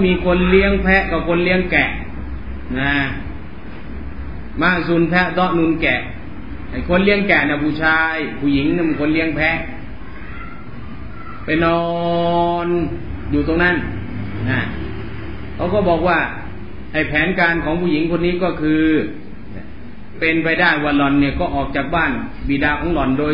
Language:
Thai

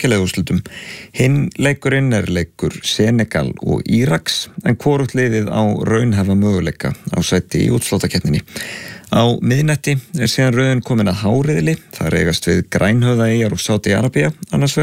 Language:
Icelandic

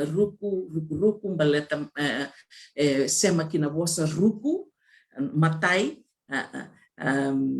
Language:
Fijian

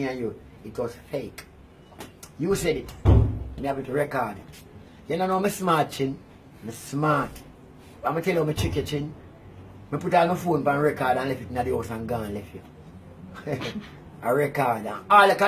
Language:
Jamaican Creole English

